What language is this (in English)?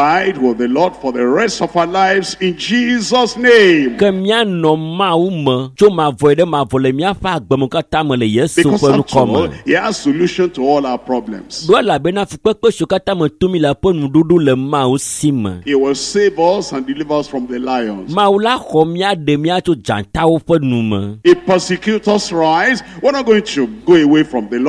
Ewe